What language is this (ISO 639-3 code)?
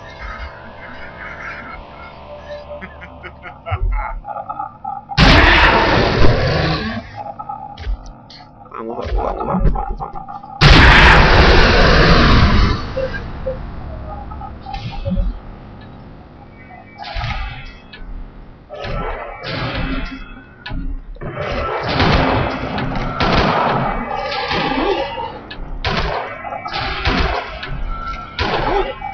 spa